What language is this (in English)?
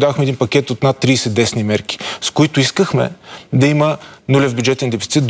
Bulgarian